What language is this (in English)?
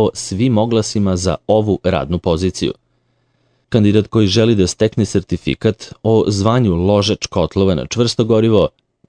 Serbian